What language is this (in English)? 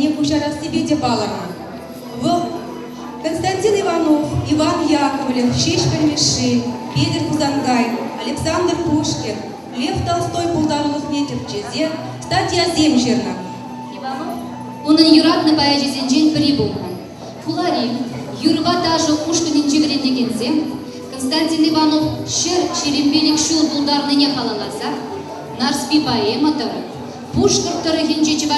Chuvash